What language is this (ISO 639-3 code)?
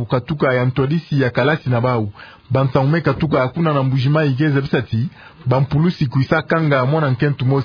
ktu